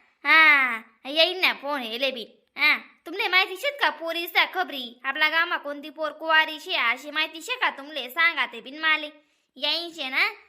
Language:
Khandesi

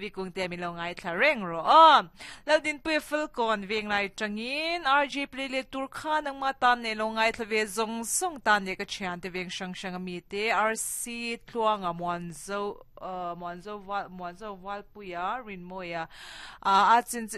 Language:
Mizo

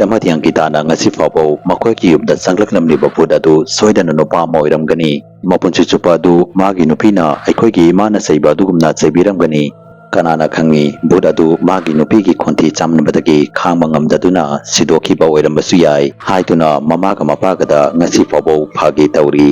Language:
Manipuri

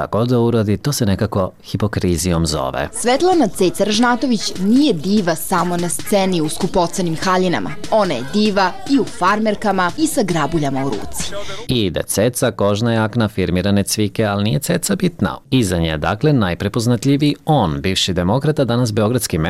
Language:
Serbian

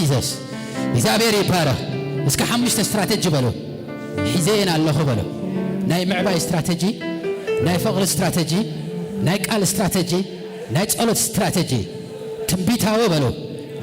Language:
Tigrinya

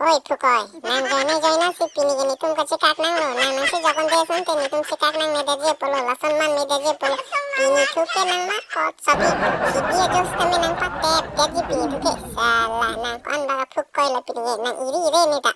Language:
Karbi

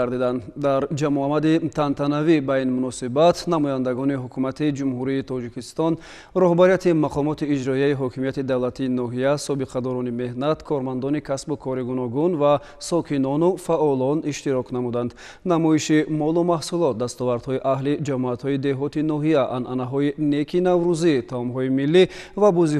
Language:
Tajik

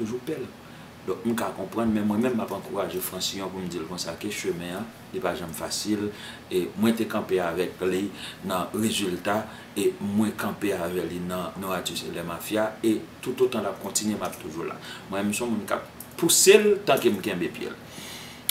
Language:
Haitian Creole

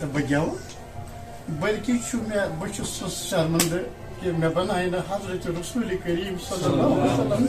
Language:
Kashmiri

